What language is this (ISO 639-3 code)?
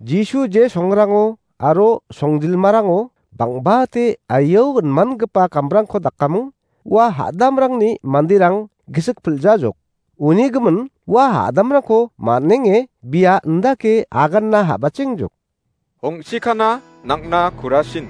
grt